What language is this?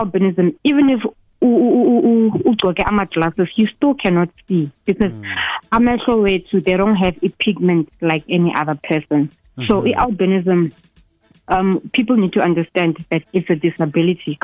South Ndebele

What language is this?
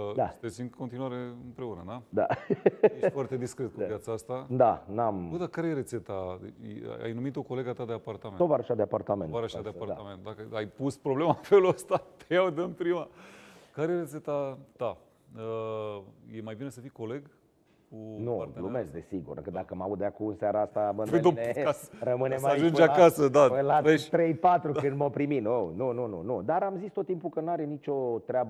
Romanian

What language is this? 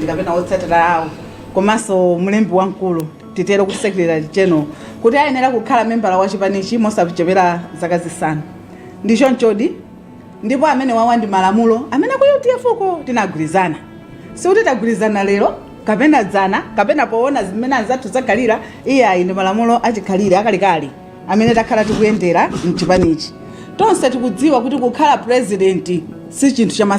Nyanja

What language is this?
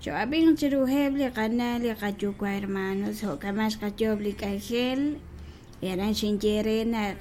Kekchí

